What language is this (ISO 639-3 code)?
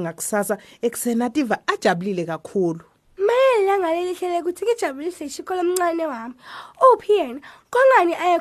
ssw